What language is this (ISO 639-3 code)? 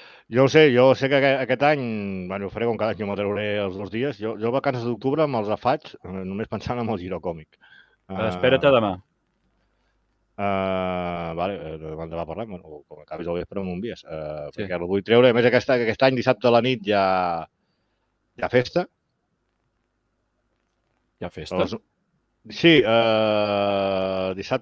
cat